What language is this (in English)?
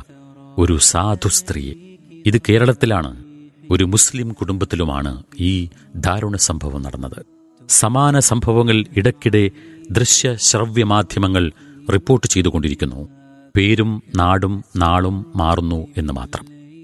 Malayalam